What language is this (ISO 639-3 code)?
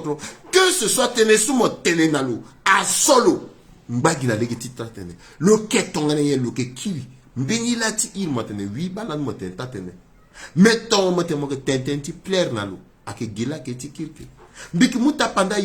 sag